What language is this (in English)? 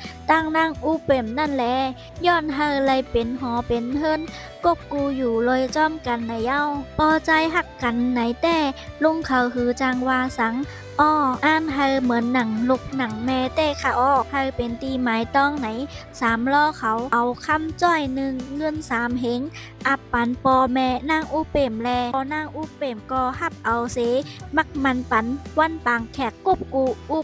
Shan